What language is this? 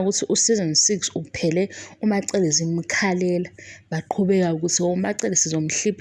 Zulu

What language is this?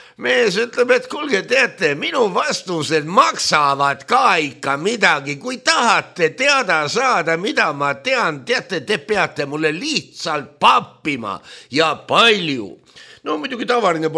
Estonian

